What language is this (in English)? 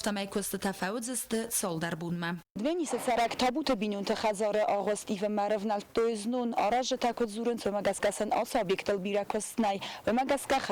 Ossetic